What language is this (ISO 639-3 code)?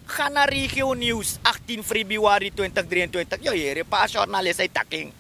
srn